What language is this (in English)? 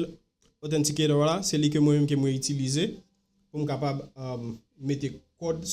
Haitian Creole